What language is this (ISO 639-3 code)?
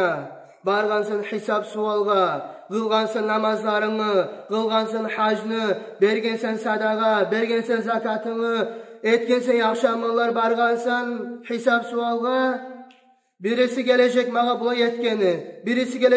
kum